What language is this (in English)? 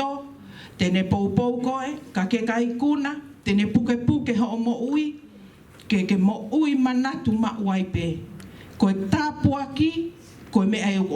Tongan